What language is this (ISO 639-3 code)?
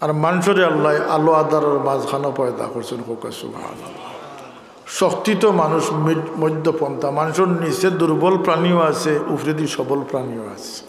syl